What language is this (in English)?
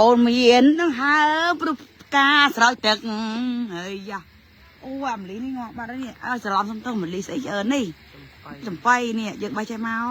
Khmer